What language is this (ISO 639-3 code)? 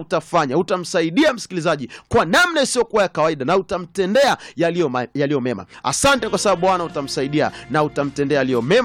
swa